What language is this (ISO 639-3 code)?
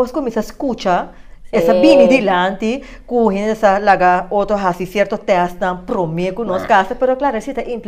pap